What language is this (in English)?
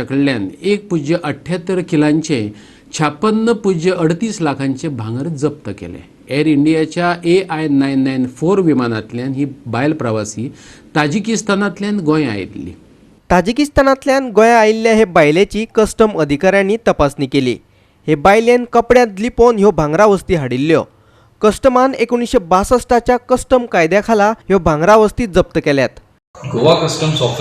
Konkani